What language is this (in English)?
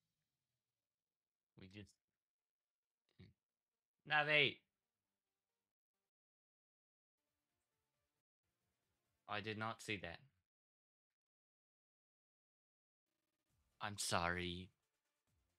English